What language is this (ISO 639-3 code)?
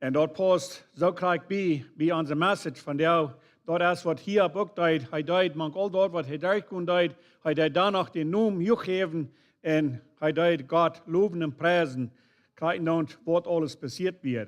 pdt